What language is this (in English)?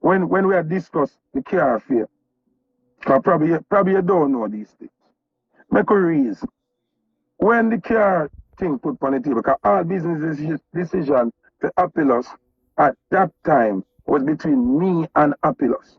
Jamaican Creole English